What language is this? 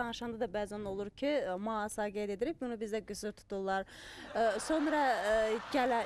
Azerbaijani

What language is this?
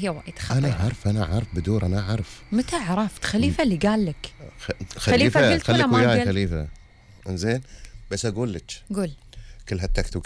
Gulf Arabic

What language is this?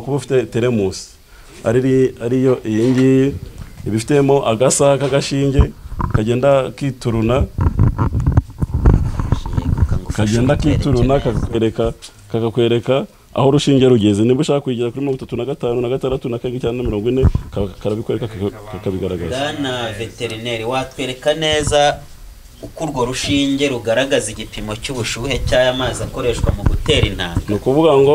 Kinyarwanda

